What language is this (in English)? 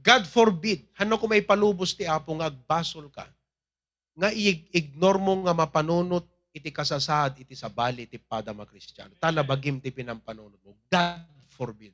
Iloko